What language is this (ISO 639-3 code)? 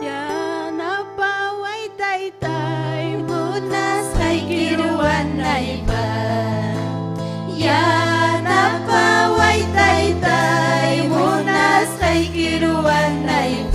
quy